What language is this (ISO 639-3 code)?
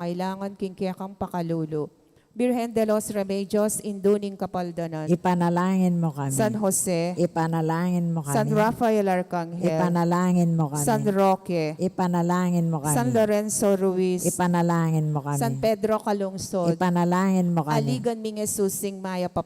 pam